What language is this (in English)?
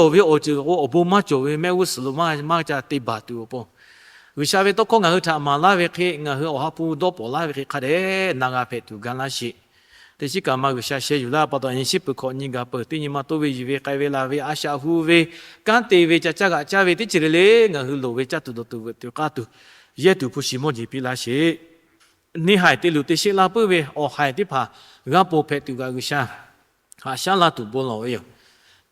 Lahu